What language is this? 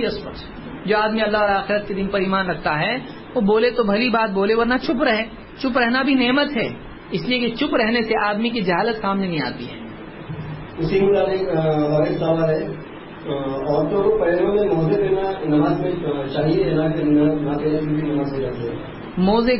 Urdu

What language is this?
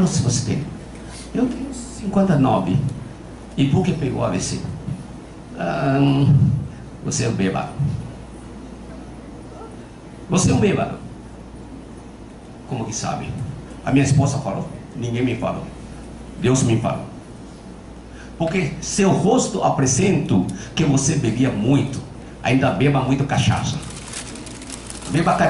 Portuguese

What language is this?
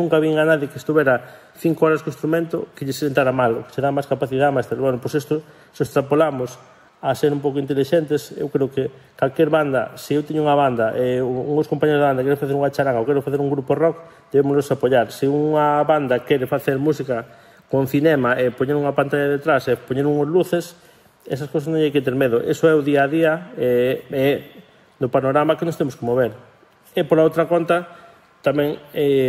Galician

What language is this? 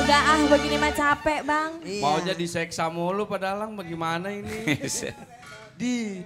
Betawi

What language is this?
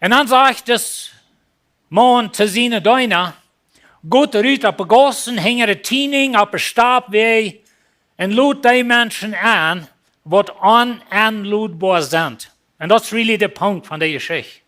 Plautdietsch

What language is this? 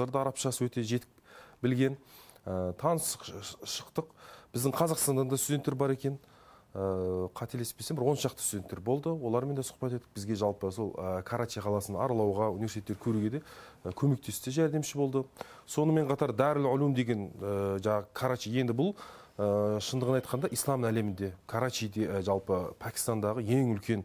Kazakh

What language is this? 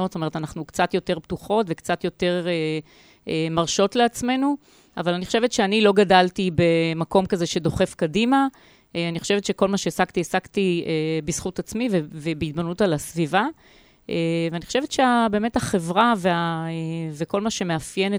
Hebrew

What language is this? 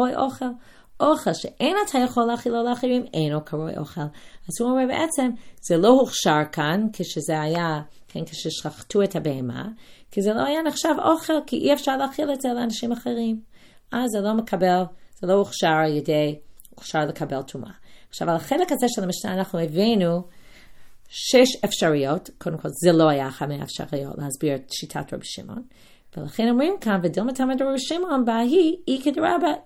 Hebrew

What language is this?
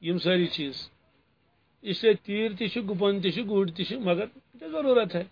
Kashmiri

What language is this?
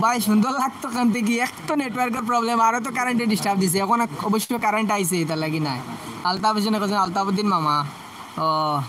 Sylheti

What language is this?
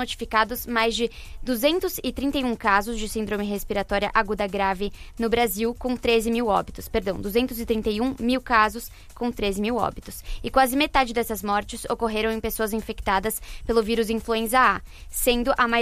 Portuguese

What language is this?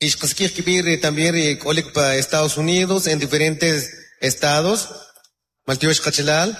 Kʼicheʼ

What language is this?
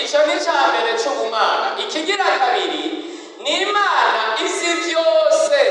Rundi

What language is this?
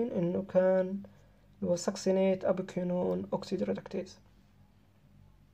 Arabic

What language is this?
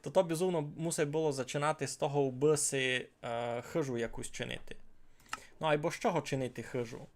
Rusyn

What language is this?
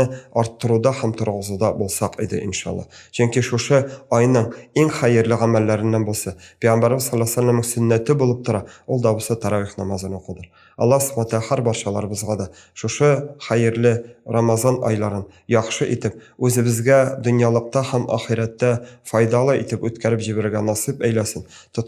Tatar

